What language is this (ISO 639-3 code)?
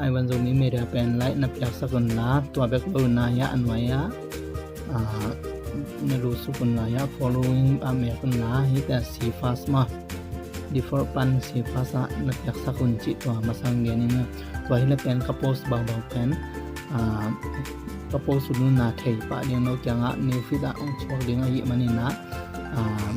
ctd